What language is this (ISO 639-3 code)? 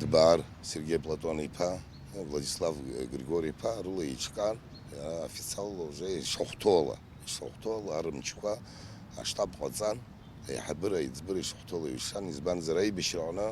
abk